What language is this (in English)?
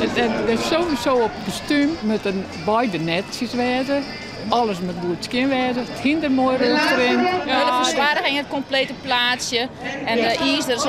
Western Frisian